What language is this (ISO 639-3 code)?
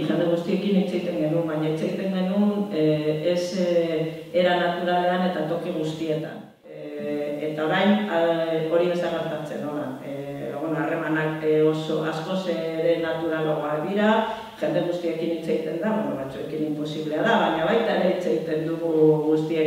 eus